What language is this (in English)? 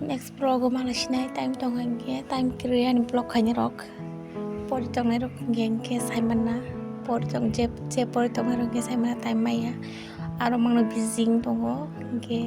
Kok Borok